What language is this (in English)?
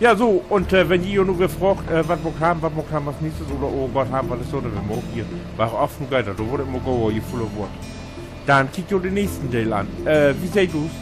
Low German